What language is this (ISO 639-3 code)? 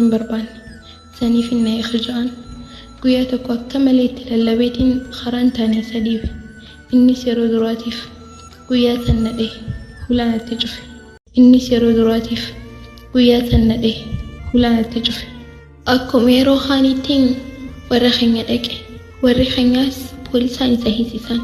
orm